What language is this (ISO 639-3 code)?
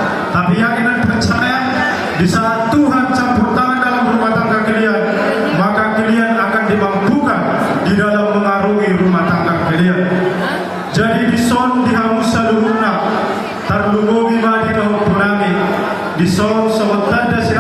bbc